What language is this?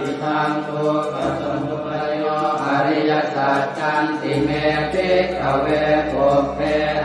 Pali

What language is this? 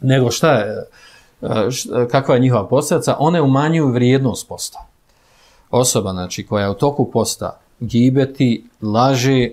Bosnian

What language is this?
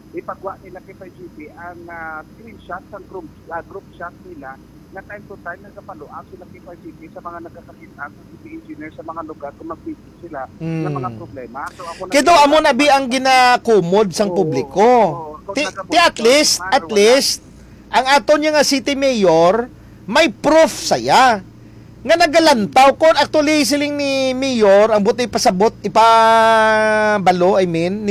Hiligaynon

